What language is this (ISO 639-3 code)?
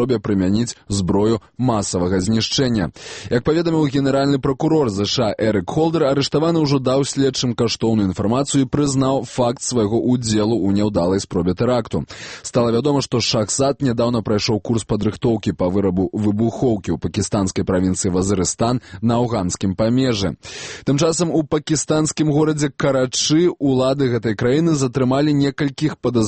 bel